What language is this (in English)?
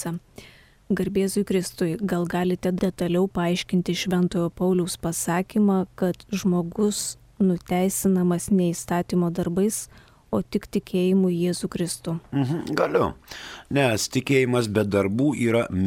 Lithuanian